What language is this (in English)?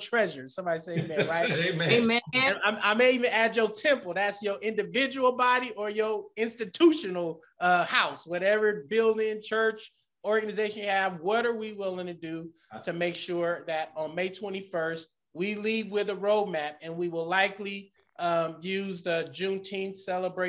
English